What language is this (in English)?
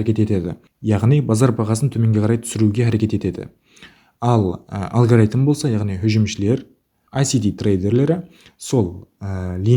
Kara-Kalpak